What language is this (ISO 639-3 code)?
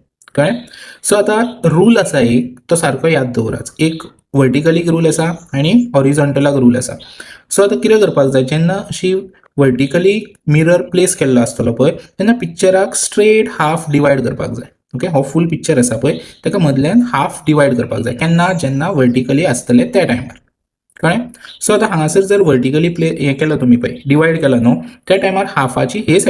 kok